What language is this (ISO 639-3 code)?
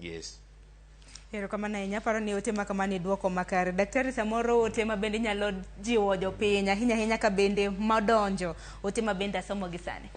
luo